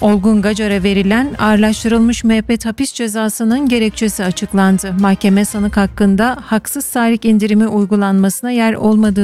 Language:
Turkish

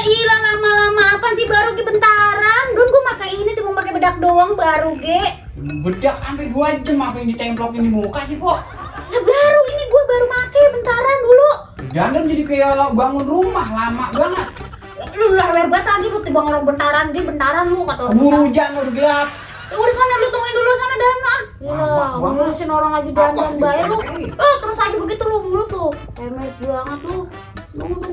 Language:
Betawi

